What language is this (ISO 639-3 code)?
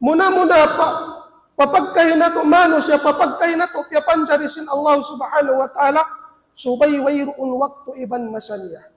tsg